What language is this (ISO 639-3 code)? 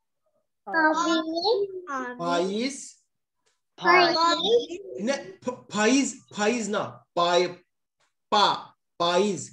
kur